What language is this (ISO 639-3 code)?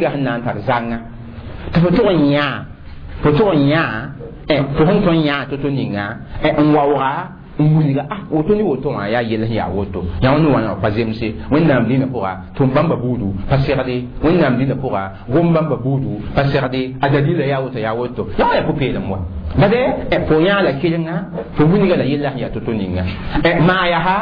mos